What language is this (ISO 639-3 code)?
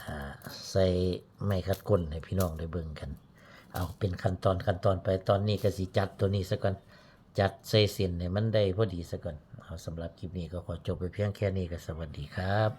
tts